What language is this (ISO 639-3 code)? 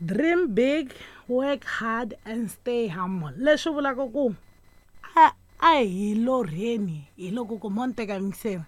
tso